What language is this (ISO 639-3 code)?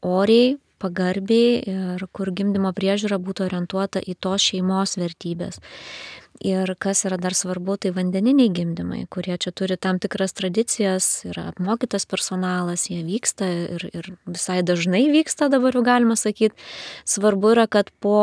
lit